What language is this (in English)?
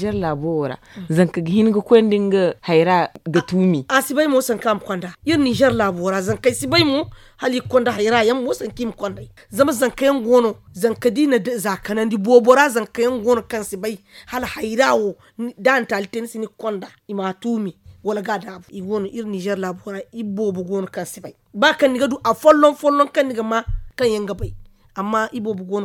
Zarma